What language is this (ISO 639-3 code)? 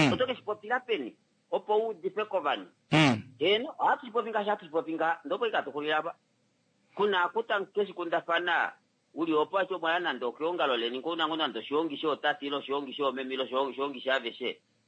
kua